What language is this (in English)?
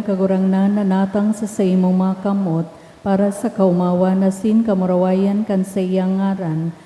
Bikol